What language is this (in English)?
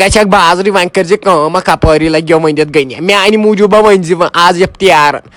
Kashmiri